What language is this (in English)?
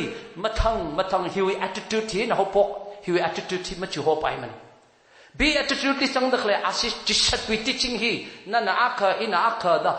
Tangkhul Naga (India)